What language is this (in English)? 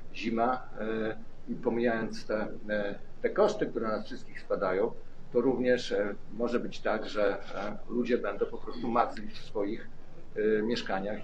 Polish